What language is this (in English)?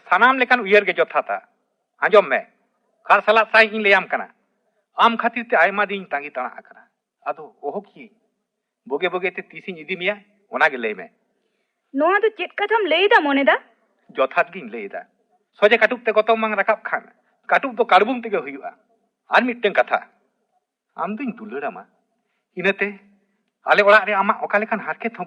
Santali